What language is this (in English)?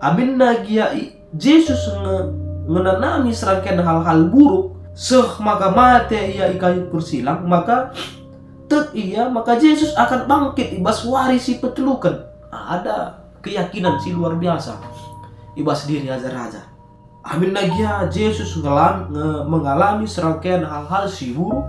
Batak Karo